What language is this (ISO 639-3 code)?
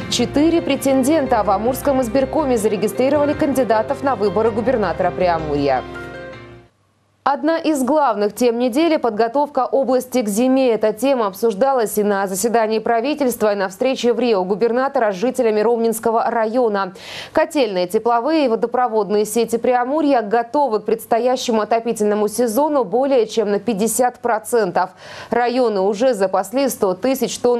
rus